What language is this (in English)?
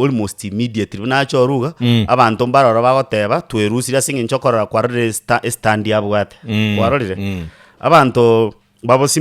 Gusii